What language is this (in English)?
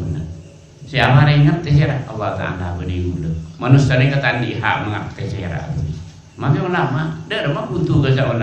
Madurese